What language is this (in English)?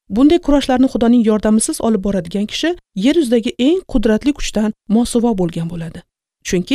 Uzbek